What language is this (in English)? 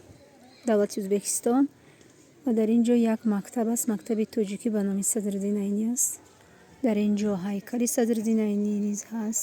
Tajik